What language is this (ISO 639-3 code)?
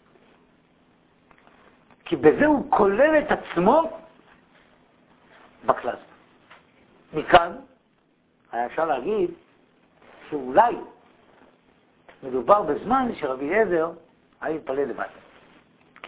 heb